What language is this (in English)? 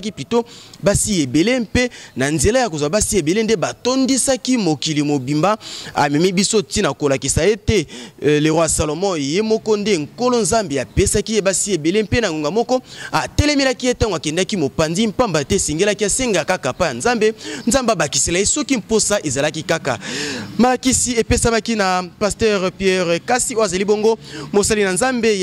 Lingala